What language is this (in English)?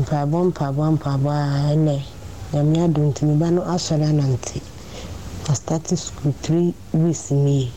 Akan